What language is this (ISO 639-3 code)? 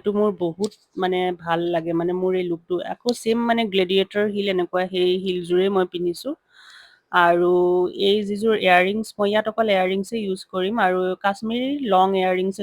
asm